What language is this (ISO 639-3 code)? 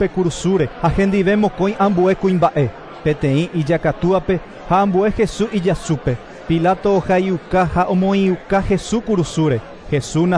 grn